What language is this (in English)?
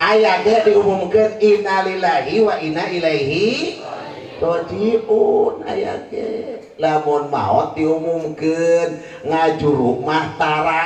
Sundanese